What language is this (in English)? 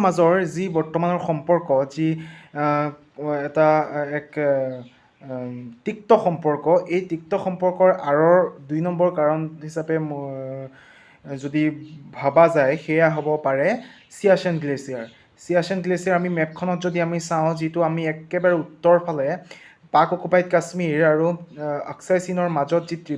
Assamese